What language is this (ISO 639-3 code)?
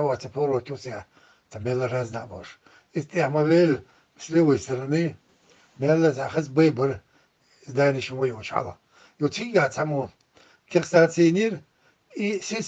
che